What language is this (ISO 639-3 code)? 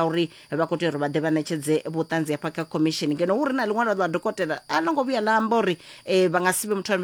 ven